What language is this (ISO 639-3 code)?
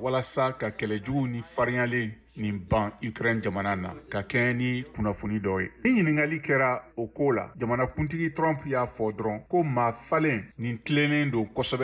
bam